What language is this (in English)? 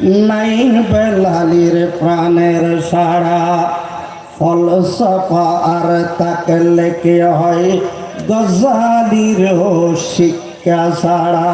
Rohingya